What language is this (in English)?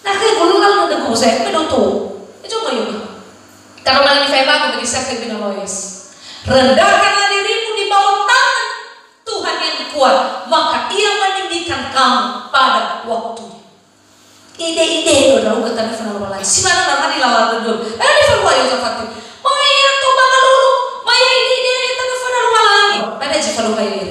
Nias